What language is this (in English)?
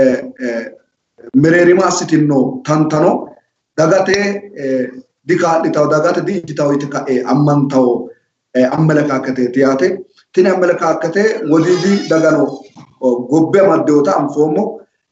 Sidamo